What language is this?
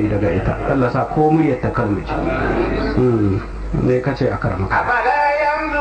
Hausa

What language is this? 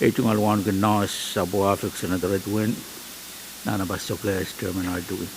Pohnpeian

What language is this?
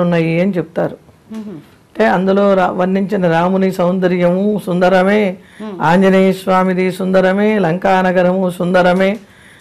Telugu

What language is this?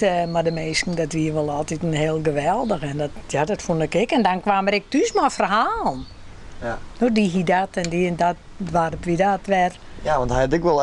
Western Frisian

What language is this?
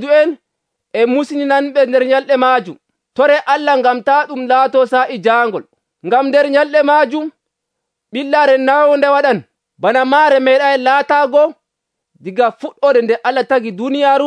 Nigerian Fulfulde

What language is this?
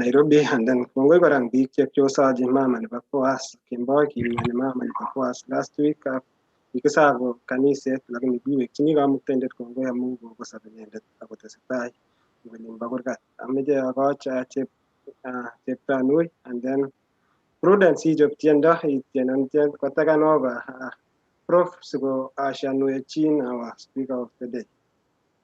Kalenjin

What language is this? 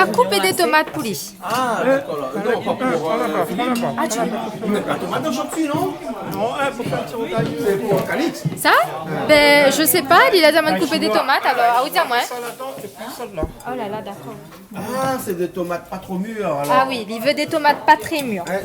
Réunion Creole French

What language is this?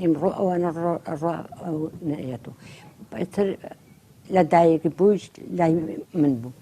Central Kurdish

